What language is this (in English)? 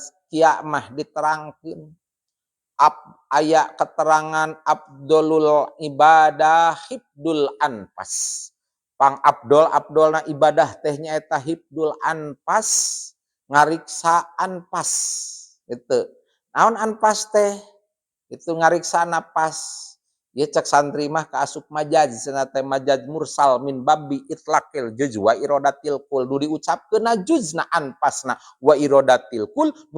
Sundanese